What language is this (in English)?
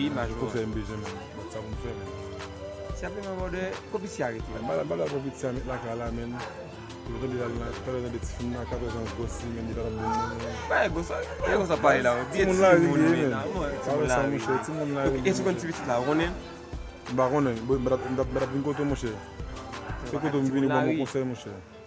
Haitian Creole